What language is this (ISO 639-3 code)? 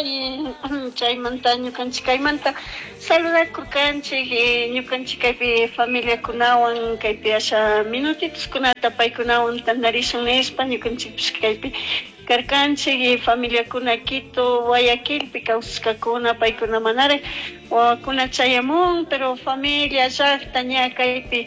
qug